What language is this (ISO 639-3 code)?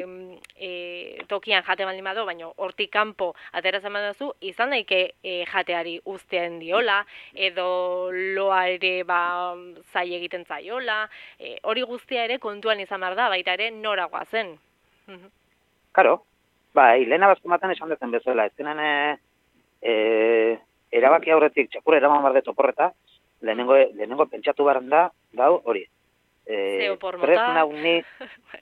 eus